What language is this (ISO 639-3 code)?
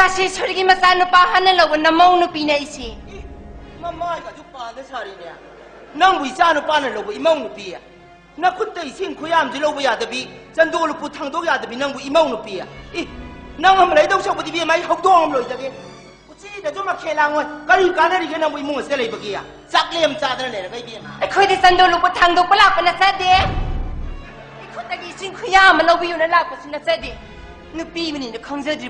mni